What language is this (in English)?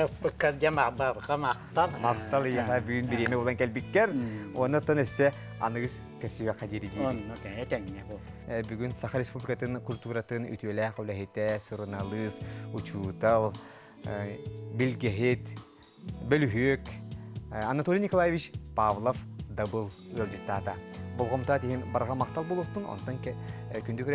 Yakut